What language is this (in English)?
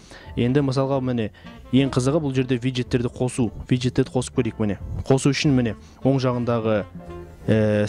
Kazakh